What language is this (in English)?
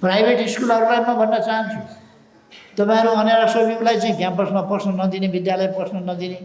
Nepali